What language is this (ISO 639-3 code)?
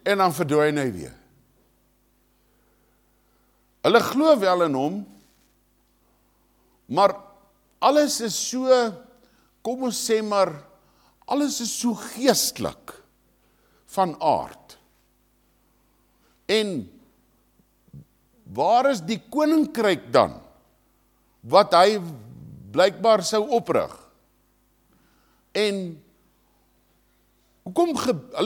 afr